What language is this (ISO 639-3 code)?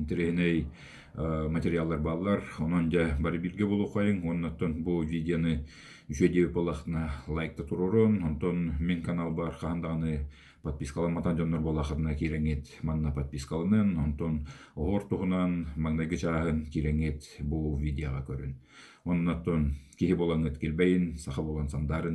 sah